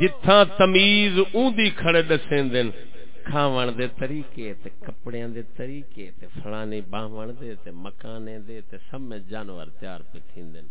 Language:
Saraiki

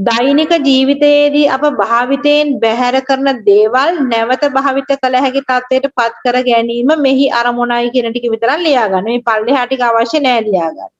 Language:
Sinhala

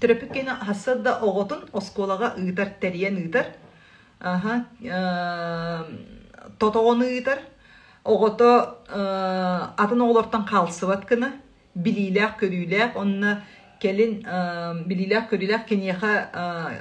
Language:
Yakut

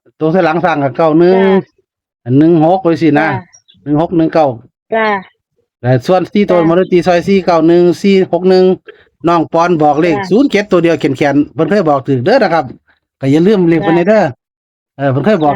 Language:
Northeastern Thai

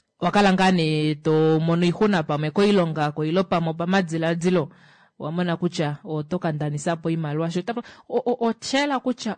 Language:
Kuanyama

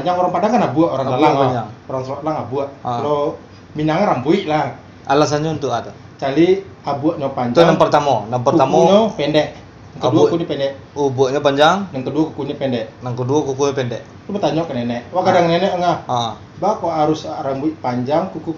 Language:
Minangkabau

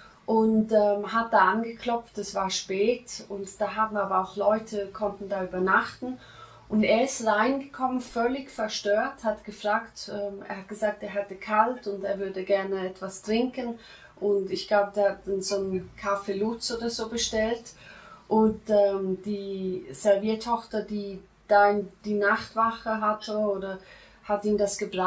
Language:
German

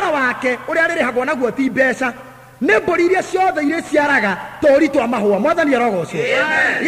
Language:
Kikuyu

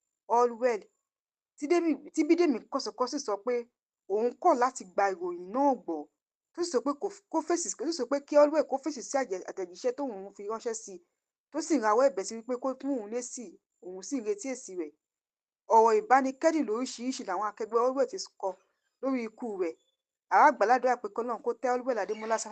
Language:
Yoruba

